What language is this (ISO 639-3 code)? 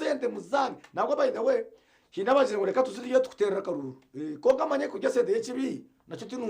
nyn